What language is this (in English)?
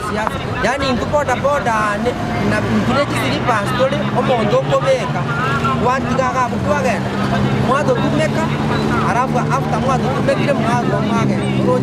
Gusii